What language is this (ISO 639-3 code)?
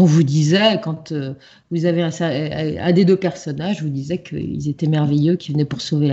fra